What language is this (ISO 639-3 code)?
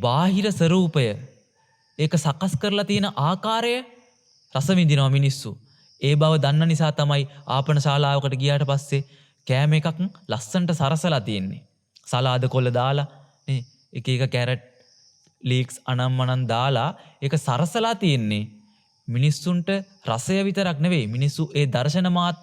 sin